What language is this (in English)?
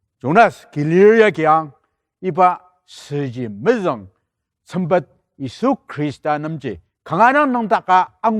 Ao Naga